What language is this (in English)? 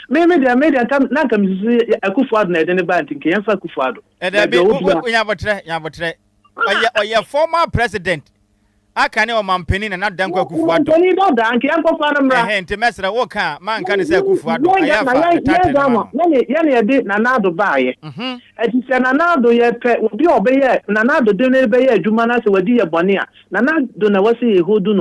Akan